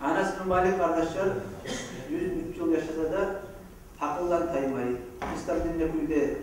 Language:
Kumyk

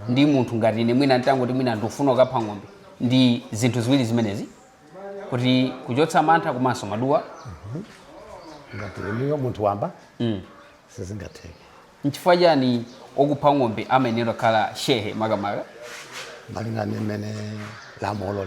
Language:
Nyanja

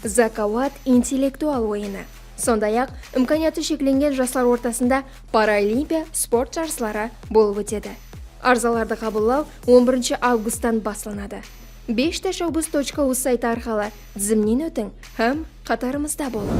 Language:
Kara-Kalpak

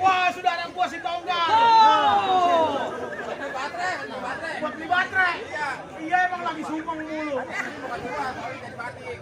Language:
Betawi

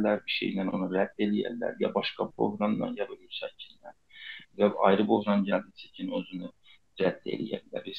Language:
South Azerbaijani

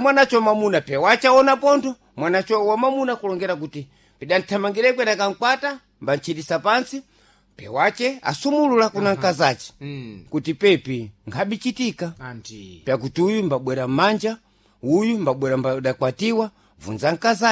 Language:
Sena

